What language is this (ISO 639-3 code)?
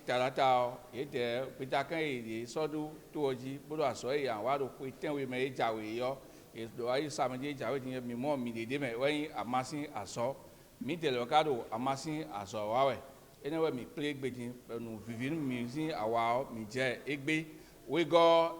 fon